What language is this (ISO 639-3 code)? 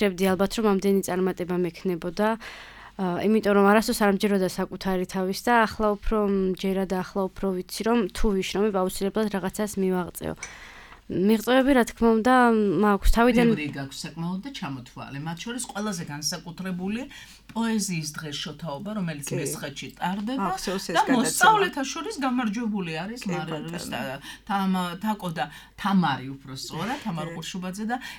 kat